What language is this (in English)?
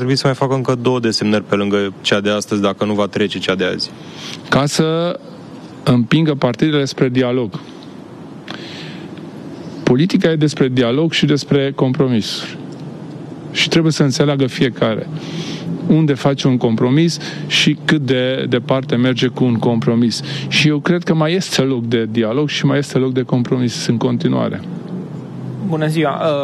Romanian